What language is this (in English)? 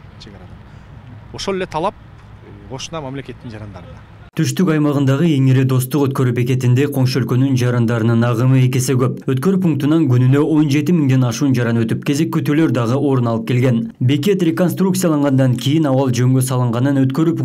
Kyrgyz